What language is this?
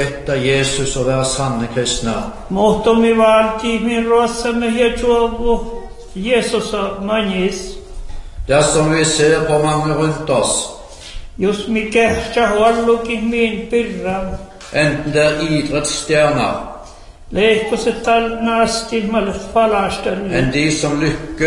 Norwegian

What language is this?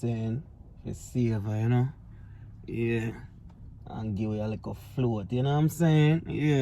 Jamaican Creole English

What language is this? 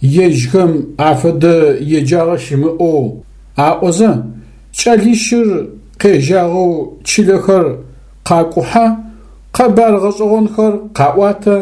Adyghe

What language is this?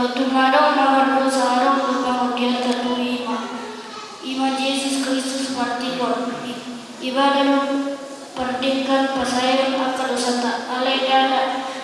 Batak Toba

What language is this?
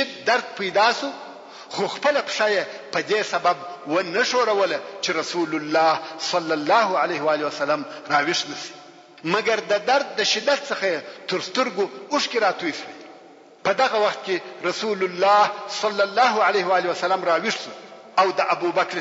Pashto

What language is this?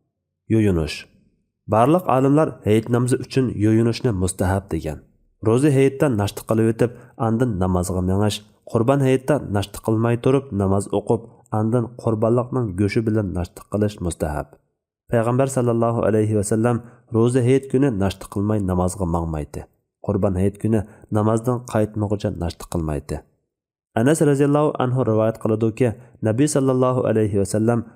Uyghur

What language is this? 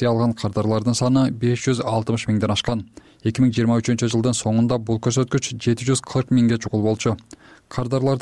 Kyrgyz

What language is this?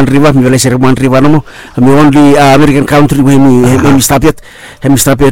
Bislama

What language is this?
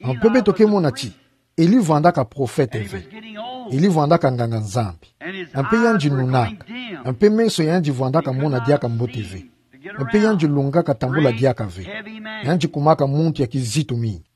Kituba (Democratic Republic of Congo)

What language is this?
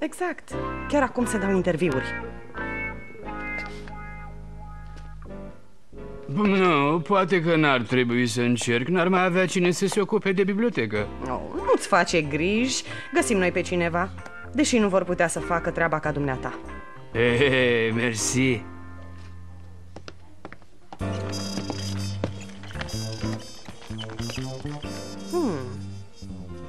Romanian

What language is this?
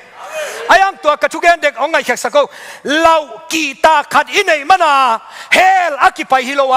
Tedim Chin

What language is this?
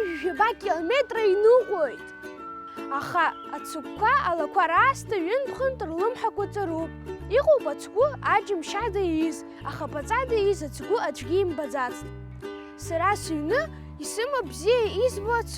Abkhazian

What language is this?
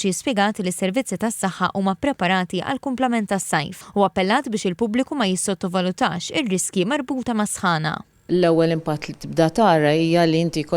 Maltese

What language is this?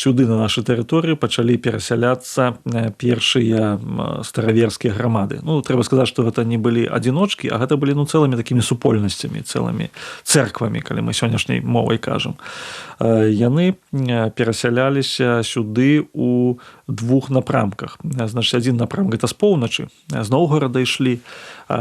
Belarusian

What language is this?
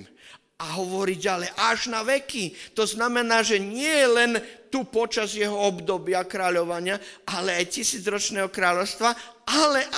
Slovak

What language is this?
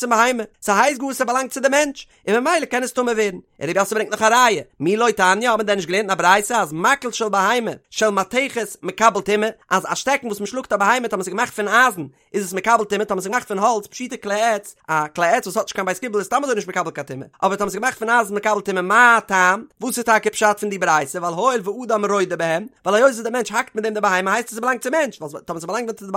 Yiddish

